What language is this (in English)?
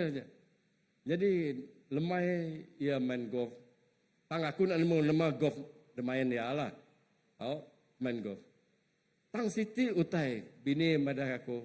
Iban